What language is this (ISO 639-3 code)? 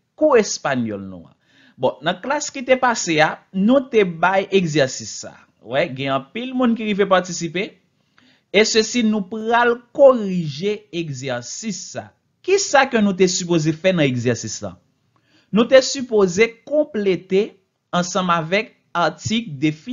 hat